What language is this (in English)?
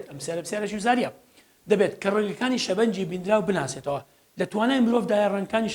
Central Kurdish